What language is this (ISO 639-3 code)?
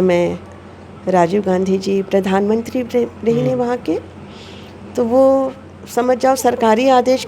hne